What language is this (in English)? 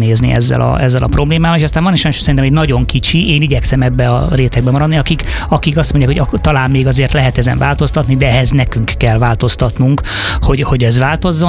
Hungarian